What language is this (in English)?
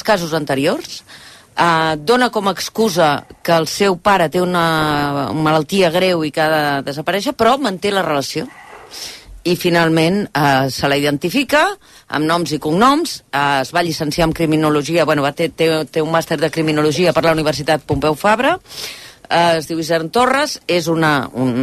Catalan